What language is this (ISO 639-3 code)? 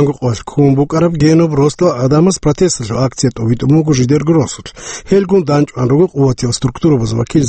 ava